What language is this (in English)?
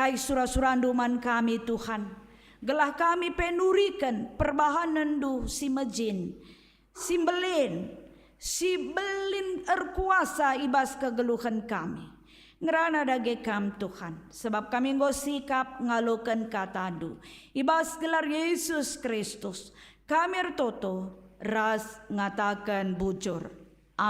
Batak Karo